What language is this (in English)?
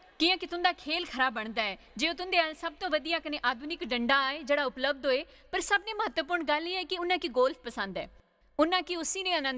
Dogri